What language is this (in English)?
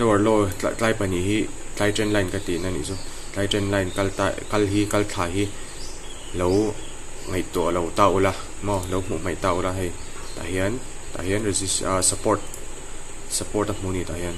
Mizo